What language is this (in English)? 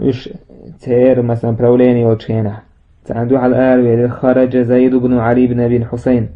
Chechen